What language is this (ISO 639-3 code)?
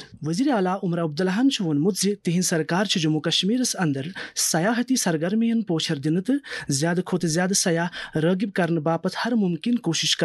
kas